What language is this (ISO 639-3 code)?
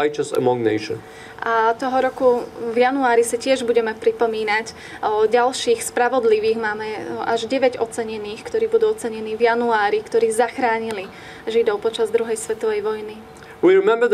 slk